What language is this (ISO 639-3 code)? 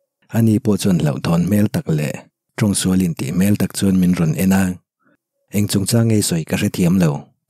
lus